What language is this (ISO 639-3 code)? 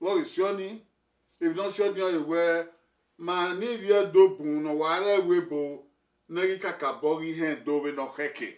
bin